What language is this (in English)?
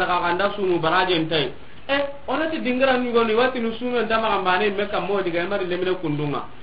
Soninke